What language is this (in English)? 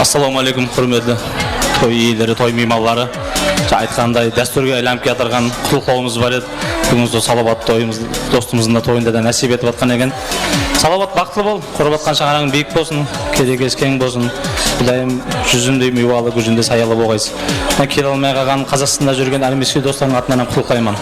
Kara-Kalpak